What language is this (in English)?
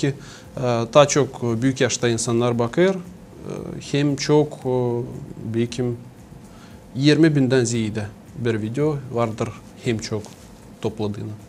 Gagauz